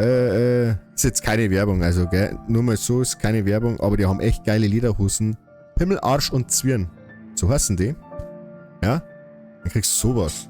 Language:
Bavarian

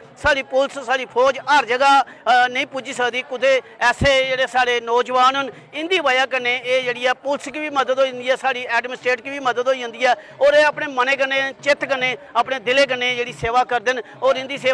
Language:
Dogri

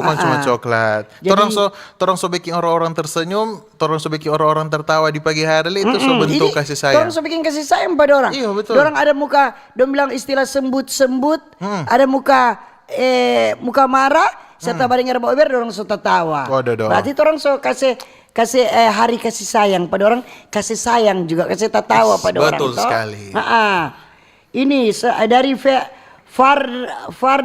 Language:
Manado Malay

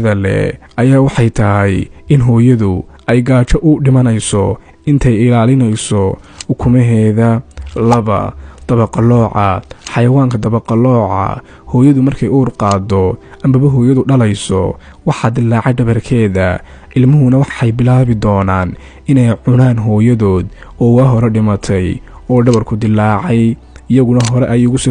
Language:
Somali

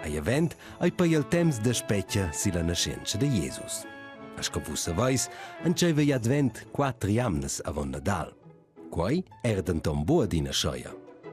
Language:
Romansh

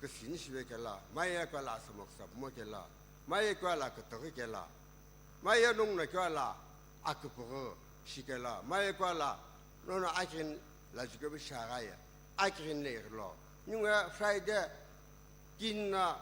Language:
Sumi Naga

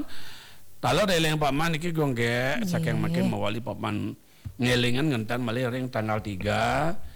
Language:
Balinese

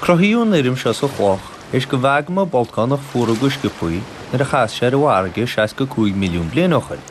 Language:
Irish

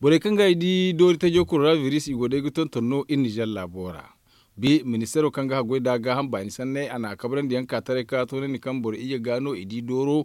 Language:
Zarma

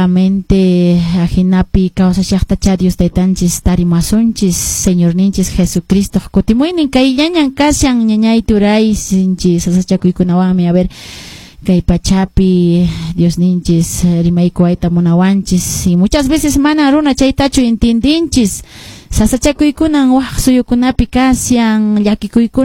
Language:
Quechua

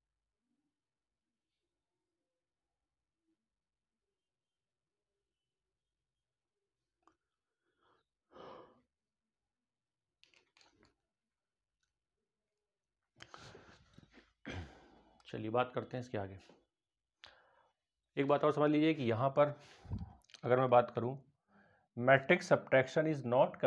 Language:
Hindi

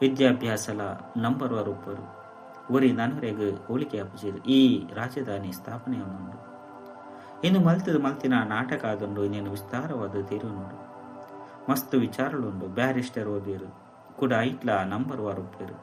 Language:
Tulu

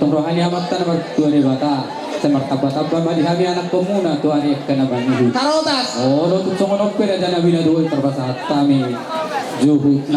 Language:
Batak Toba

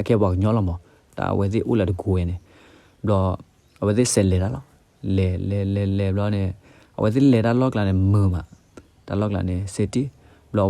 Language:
S'gaw Karen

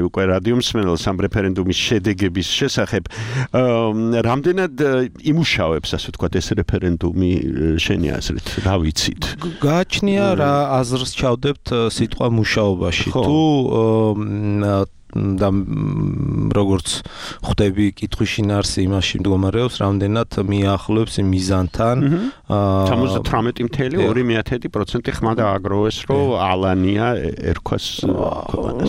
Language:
Georgian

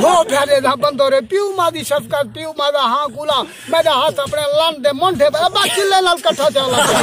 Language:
Saraiki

